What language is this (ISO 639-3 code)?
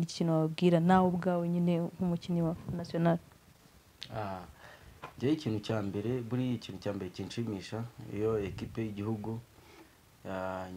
kin